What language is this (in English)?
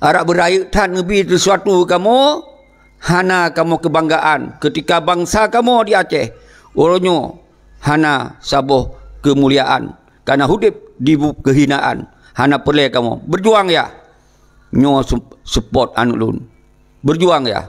Achinese